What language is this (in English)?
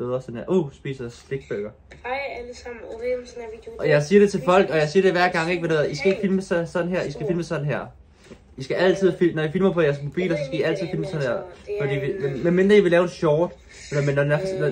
Danish